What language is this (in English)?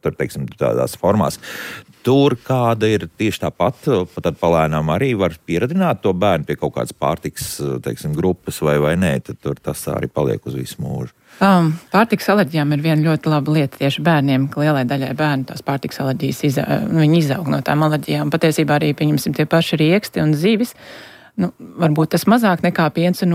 Latvian